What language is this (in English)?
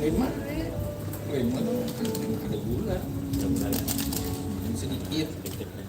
Banjar